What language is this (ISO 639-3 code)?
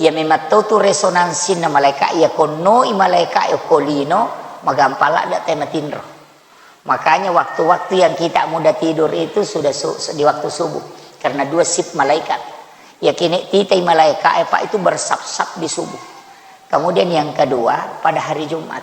bug